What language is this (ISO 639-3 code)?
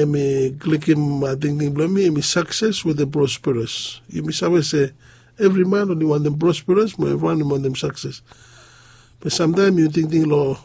bis